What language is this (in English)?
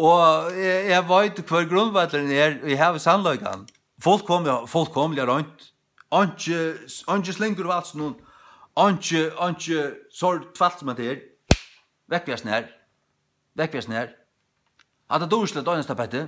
Faroese